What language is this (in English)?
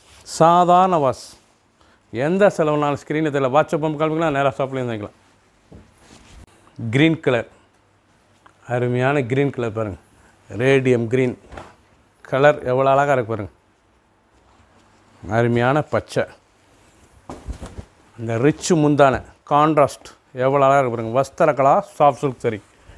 Tamil